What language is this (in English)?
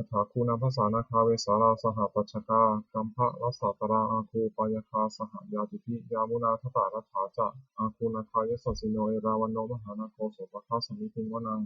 Pali